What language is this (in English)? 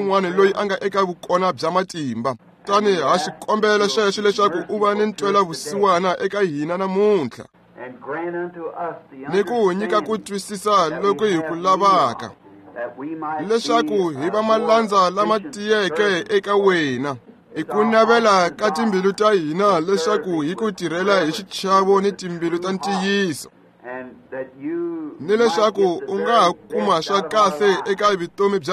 Tsonga